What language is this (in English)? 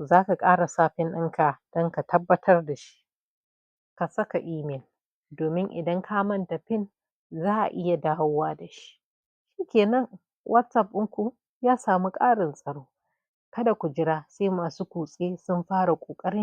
Hausa